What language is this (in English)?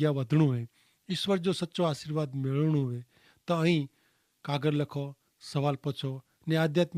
Kachhi